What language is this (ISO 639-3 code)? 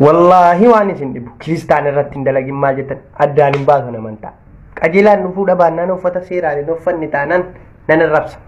orm